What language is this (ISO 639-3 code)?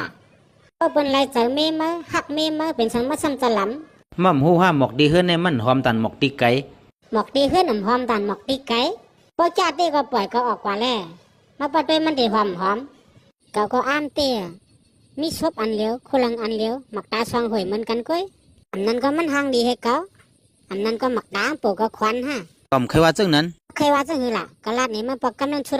shn